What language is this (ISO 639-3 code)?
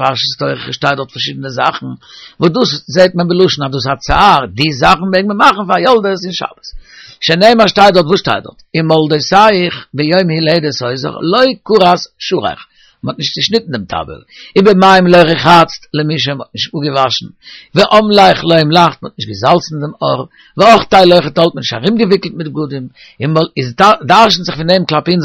yid